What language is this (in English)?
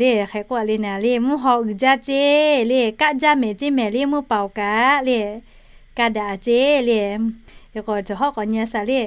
Lahu